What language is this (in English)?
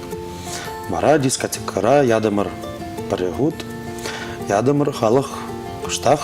Chuvash